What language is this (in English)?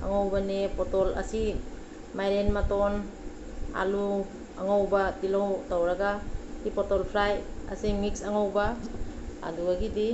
Manipuri